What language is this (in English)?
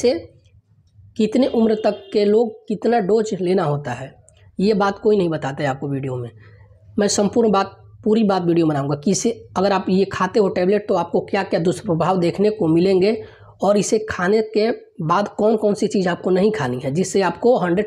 Hindi